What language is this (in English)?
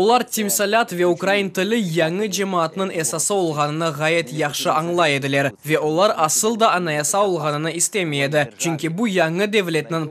Crimean Tatar